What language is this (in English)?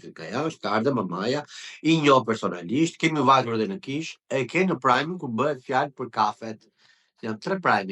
Albanian